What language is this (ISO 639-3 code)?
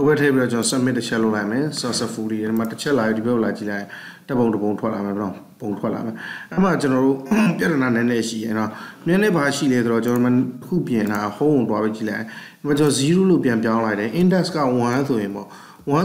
mya